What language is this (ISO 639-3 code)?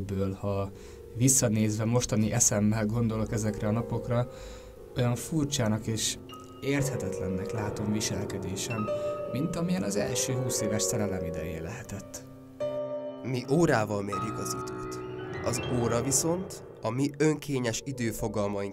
hun